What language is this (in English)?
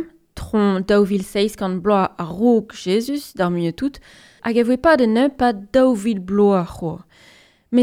Breton